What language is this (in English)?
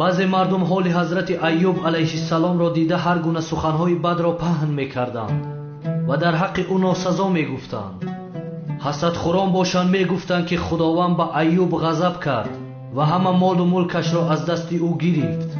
Tajik